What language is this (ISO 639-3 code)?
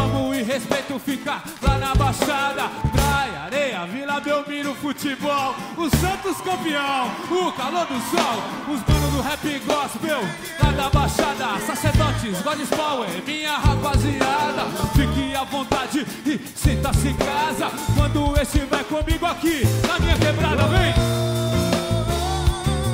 por